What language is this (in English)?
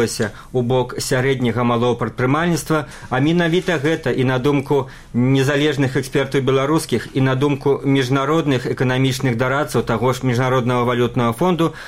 Belarusian